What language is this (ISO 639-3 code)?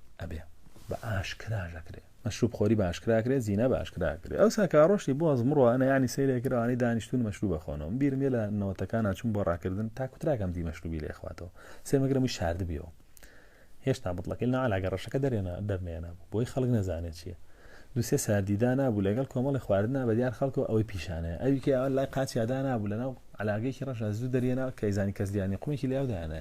ckb